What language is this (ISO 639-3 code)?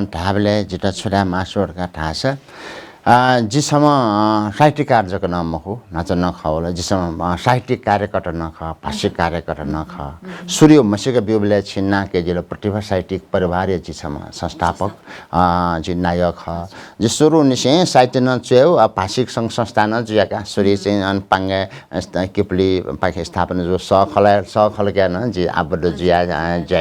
new